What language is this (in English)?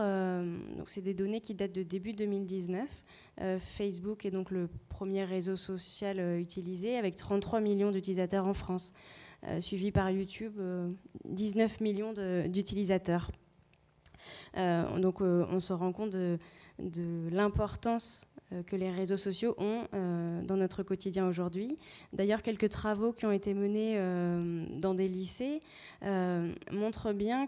French